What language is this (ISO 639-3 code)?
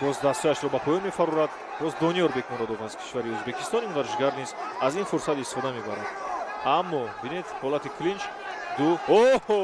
tgk